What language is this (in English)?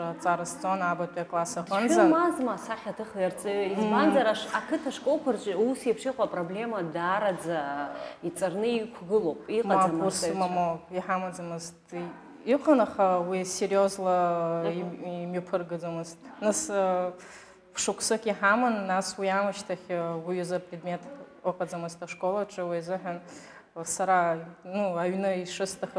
Abkhazian